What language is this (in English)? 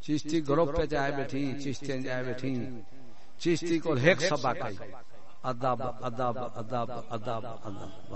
Saraiki